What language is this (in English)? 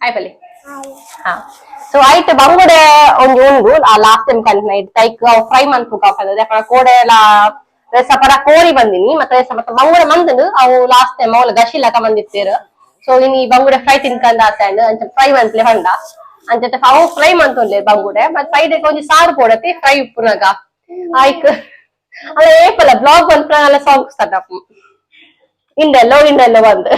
Tulu